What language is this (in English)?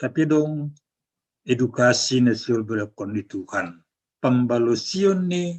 Batak Simalungun